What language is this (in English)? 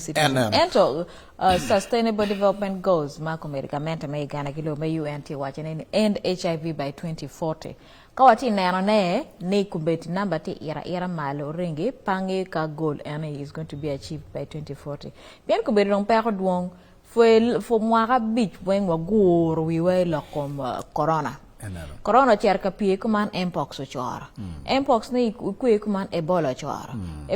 Acoli